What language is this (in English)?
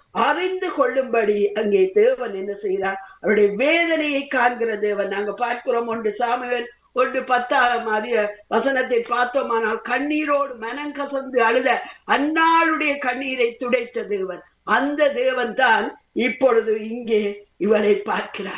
Tamil